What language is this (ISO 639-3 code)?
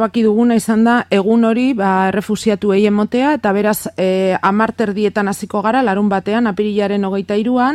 eus